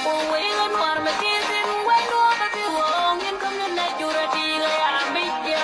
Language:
Nuer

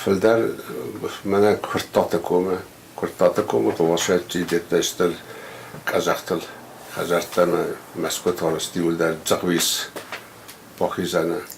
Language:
Ossetic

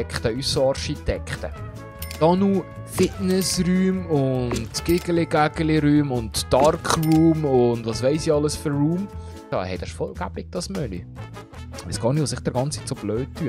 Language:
Swiss German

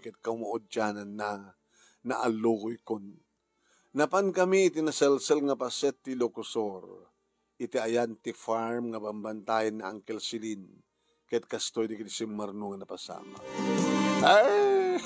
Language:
Iloko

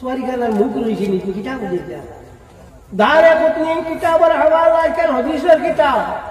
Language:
Sylheti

